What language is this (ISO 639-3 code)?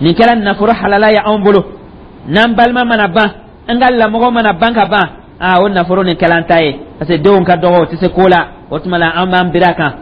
dyu